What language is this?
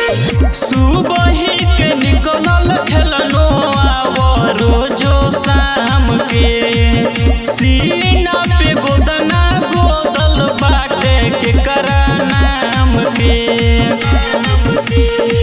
Bhojpuri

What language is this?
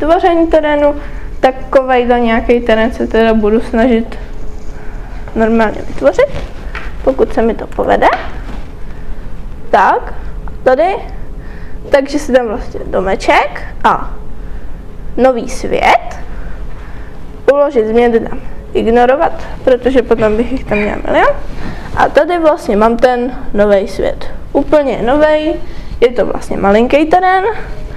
Czech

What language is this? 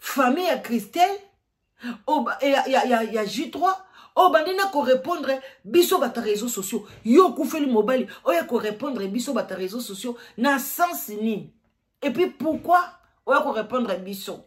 Lingala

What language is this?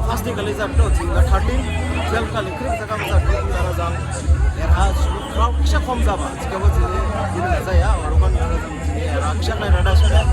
Dimasa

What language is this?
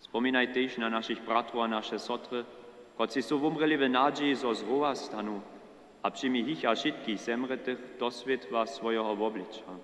Upper Sorbian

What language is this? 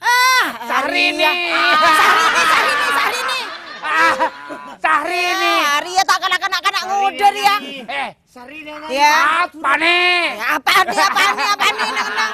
Madurese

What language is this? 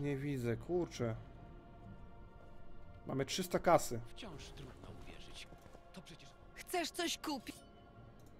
Polish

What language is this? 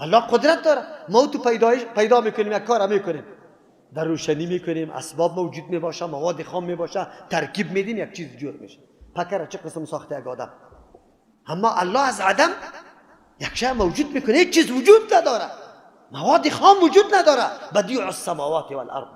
Persian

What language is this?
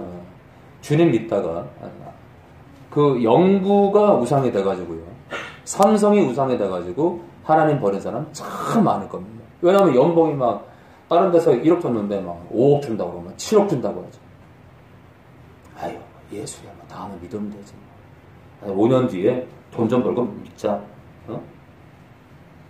Korean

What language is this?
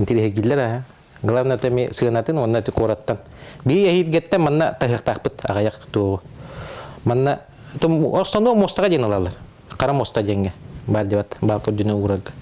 Yakut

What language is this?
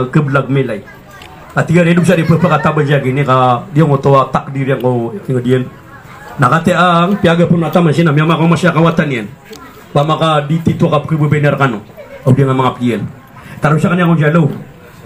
Maranao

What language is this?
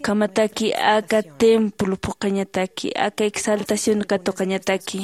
Aymara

